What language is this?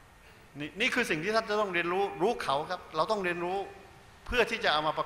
Thai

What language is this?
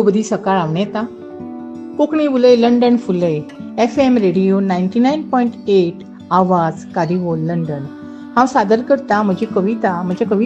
Konkani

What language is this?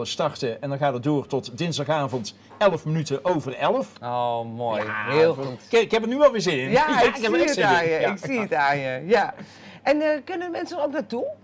Dutch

